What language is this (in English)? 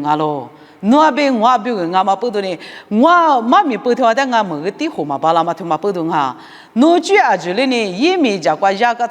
Lisu